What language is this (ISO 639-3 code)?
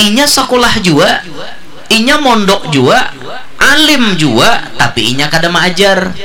bjn